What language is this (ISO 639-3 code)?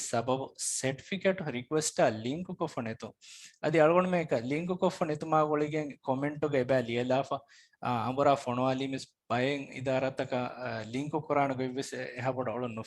div